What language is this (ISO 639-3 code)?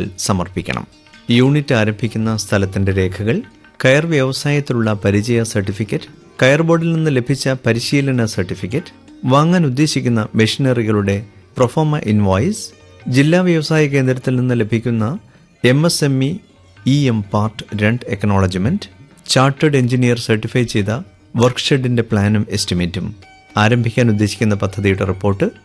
mal